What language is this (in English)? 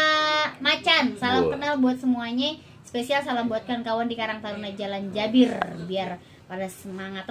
Betawi